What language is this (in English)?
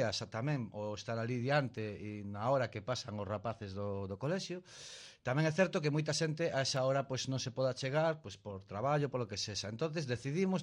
Galician